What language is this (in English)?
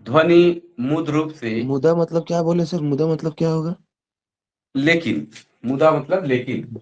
Sadri